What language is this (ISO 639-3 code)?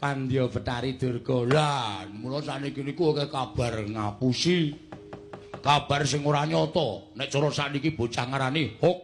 jav